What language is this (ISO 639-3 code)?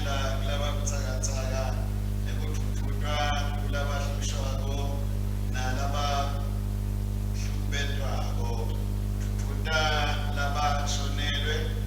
ssw